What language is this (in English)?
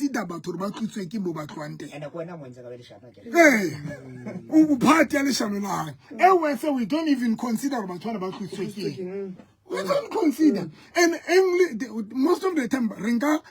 Southern Sotho